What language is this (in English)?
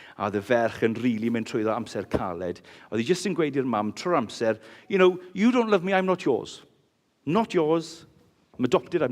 Welsh